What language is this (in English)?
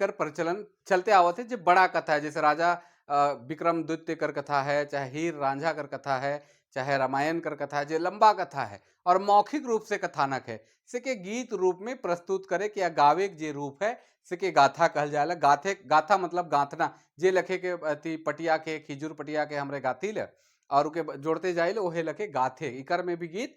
Sadri